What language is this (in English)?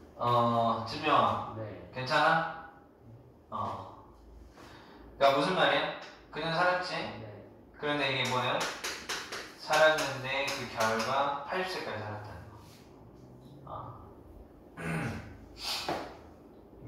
Korean